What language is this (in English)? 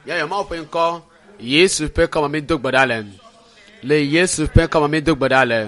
Ewe